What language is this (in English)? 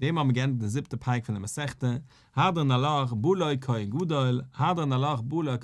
Yiddish